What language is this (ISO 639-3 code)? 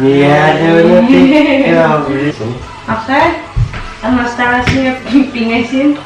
kal